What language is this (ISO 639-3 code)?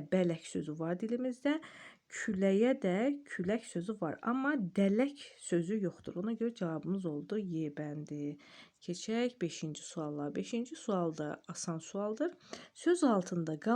aze